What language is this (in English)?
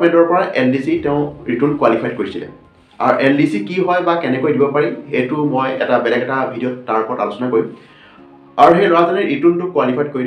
Assamese